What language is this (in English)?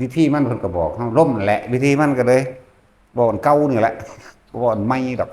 Northeastern Thai